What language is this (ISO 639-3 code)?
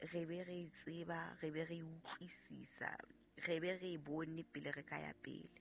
sot